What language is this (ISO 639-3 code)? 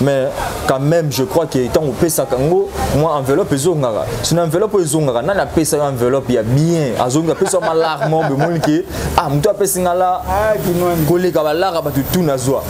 lin